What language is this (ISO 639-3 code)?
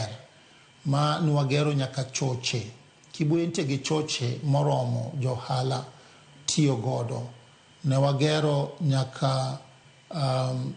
luo